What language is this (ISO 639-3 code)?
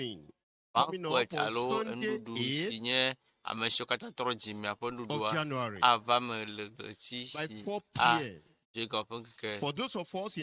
ewe